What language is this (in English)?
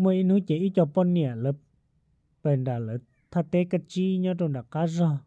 Hmong